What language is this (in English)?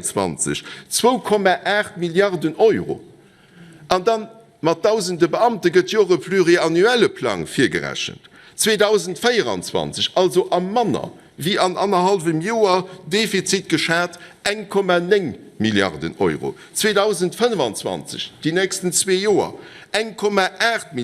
Luxembourgish